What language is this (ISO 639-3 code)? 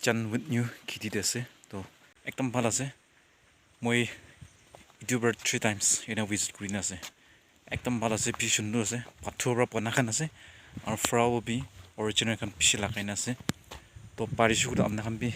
nag